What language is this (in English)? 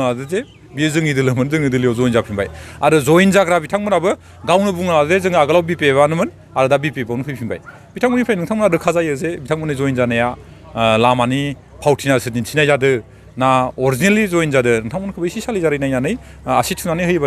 Bodo